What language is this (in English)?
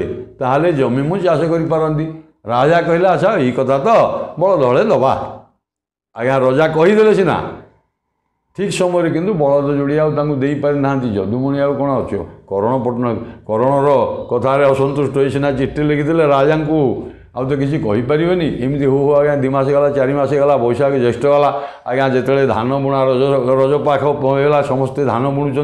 Odia